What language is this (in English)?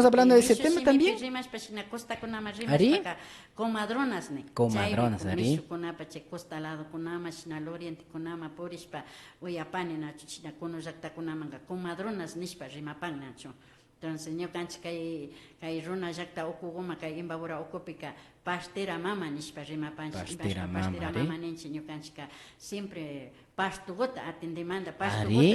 Imbabura Highland Quichua